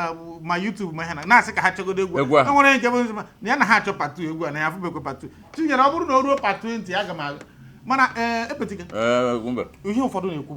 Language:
Igbo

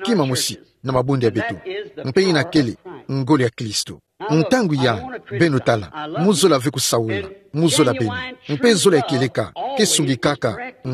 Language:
Kituba (Democratic Republic of Congo)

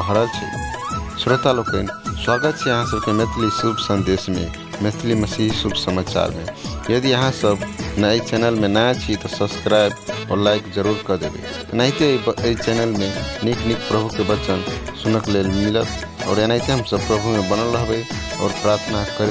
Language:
Maithili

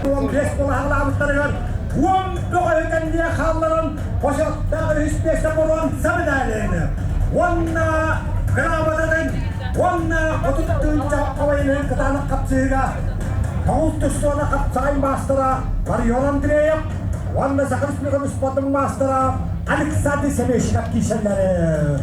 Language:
Yakut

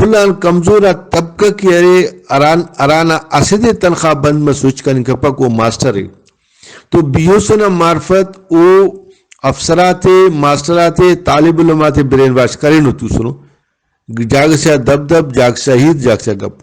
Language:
Brahui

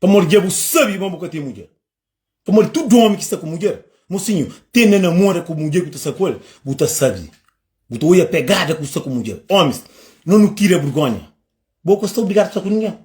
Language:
Kabuverdianu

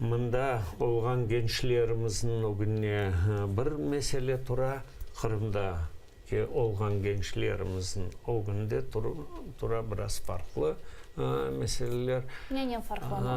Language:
Crimean Tatar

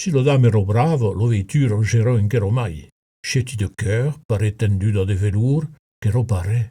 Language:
Occitan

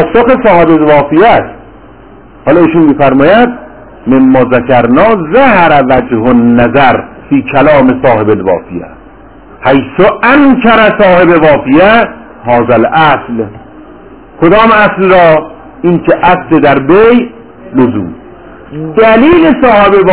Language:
Persian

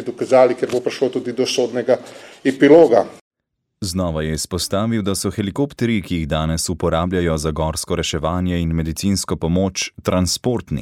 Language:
Slovenian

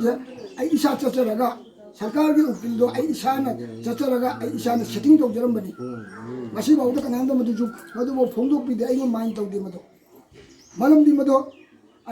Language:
Manipuri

